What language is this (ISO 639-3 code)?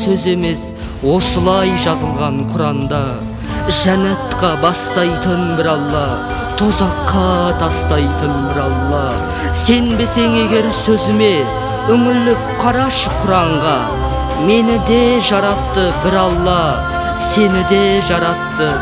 kaz